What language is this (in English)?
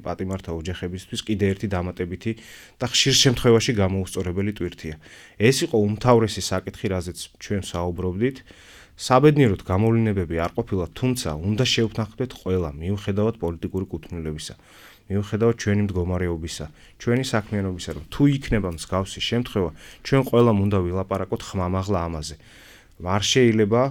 Georgian